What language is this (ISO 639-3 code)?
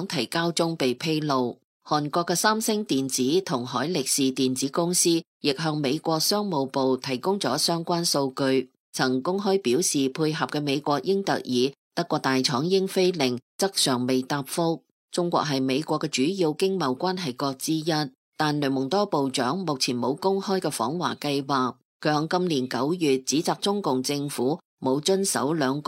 yue